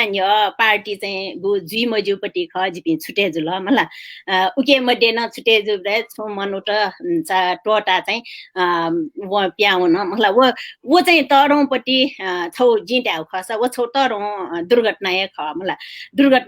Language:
Newari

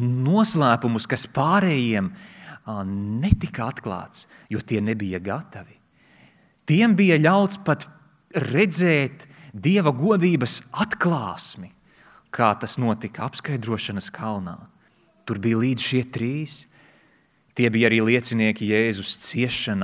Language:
Latvian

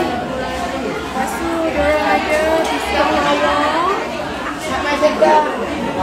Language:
Malay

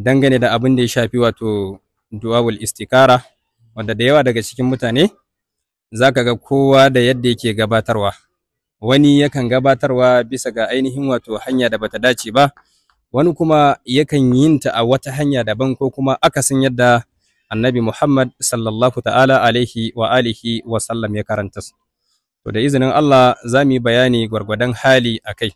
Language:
Hausa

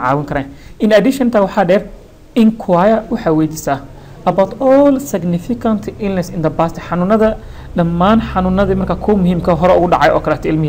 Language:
Somali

